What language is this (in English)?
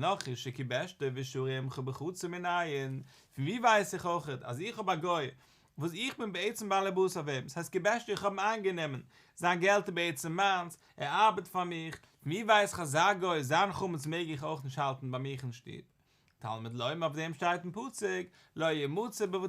Yiddish